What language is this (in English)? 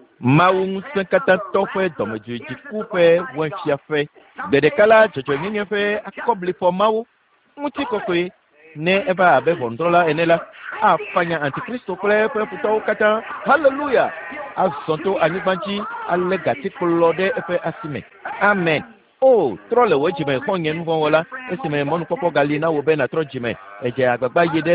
Ewe